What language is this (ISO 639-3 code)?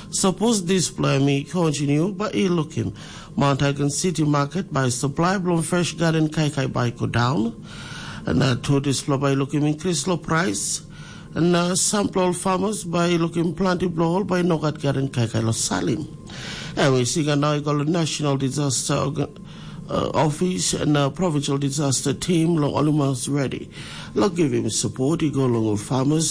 tpi